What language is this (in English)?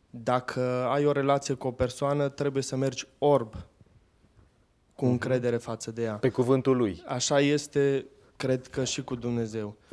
Romanian